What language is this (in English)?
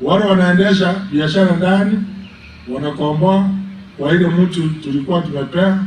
Gusii